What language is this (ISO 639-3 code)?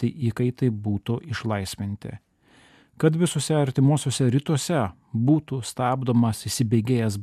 lit